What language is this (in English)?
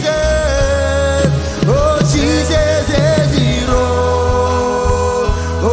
Marshallese